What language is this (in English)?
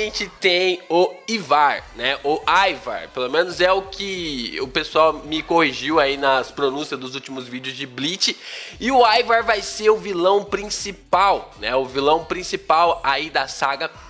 Portuguese